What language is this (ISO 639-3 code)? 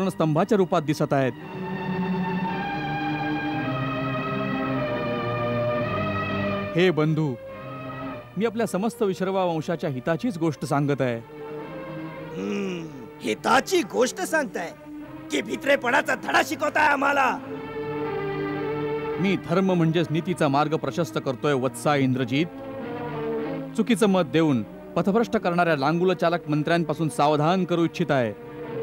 mar